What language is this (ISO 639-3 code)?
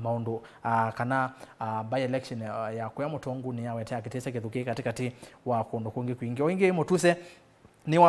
kam